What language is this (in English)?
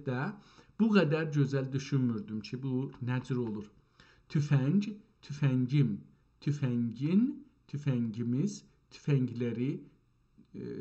South Azerbaijani